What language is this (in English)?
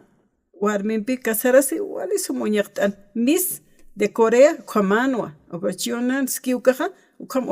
Aymara